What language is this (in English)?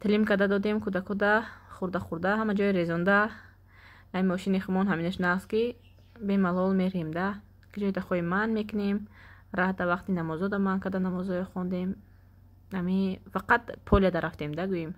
Tajik